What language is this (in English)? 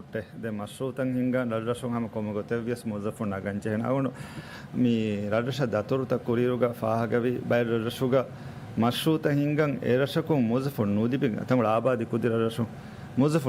Divehi